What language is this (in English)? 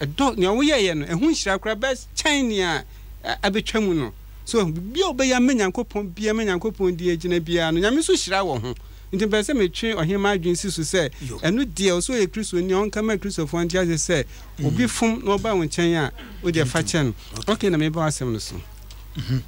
Akan